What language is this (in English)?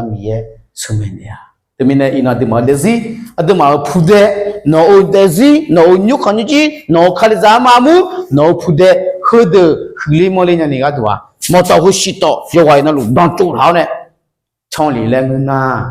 Akha